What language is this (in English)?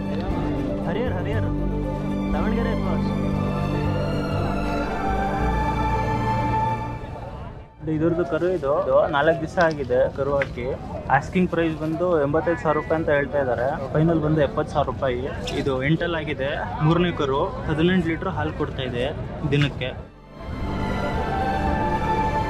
Kannada